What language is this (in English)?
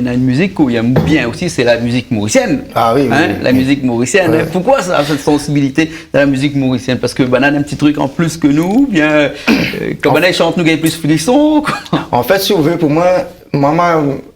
Réunion Creole French